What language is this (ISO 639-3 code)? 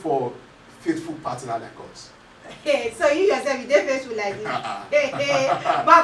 pcm